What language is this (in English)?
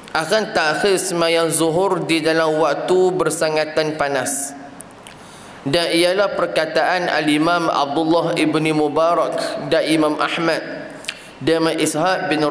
Malay